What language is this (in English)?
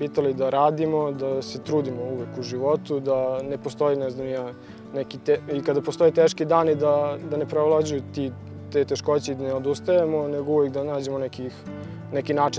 Serbian